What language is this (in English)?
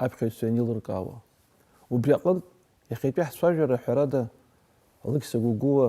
Abkhazian